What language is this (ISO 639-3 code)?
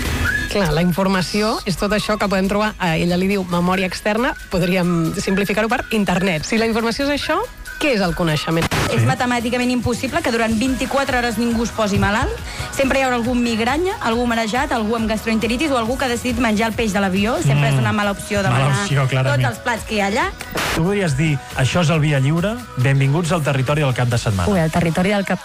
cat